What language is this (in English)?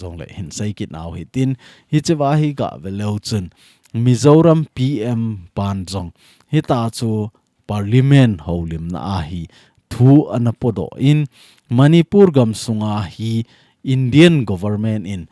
Thado Chin